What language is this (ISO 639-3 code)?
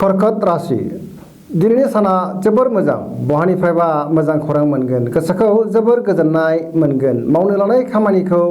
brx